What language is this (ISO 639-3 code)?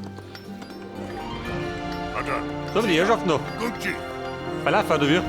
bar